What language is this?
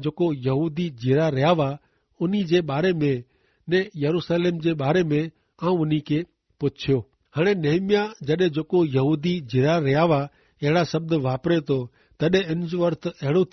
Kachhi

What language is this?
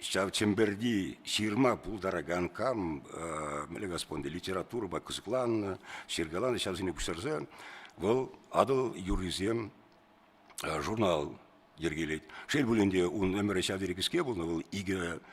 Chuvash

